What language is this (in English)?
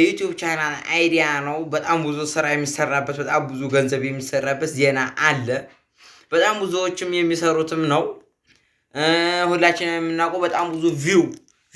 Amharic